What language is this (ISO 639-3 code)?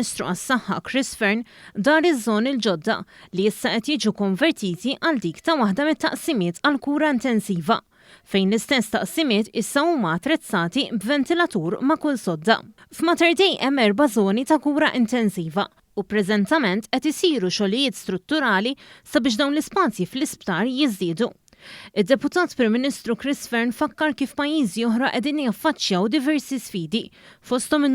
mlt